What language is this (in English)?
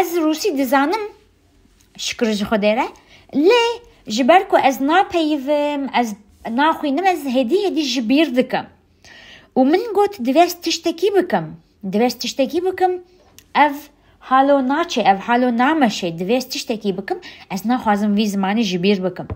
Kurdish